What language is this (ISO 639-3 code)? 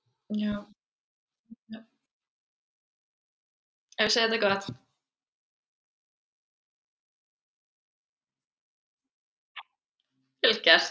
isl